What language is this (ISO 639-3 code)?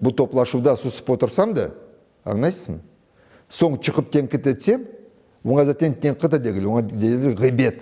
crh